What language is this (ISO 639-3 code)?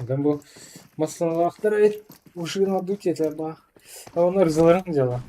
sah